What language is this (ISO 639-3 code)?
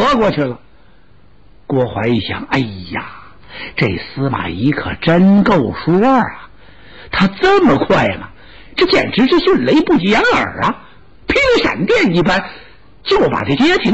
zho